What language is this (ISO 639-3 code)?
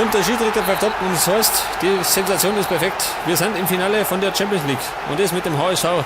bar